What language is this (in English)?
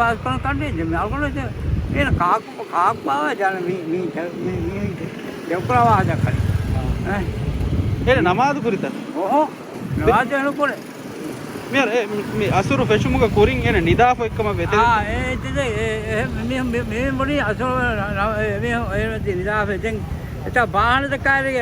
Divehi